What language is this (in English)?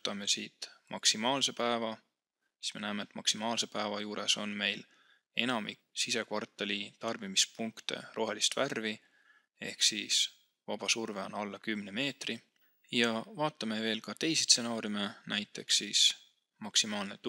Estonian